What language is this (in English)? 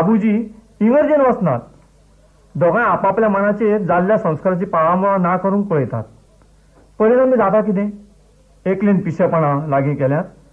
Konkani